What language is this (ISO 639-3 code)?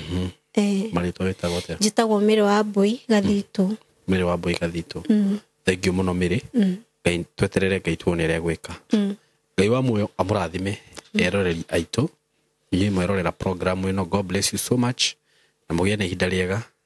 kik